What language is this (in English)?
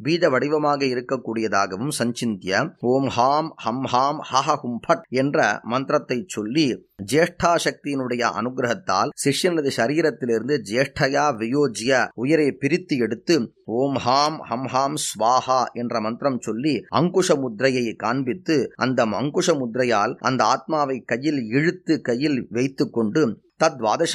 Tamil